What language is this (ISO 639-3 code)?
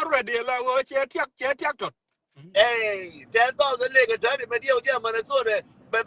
nus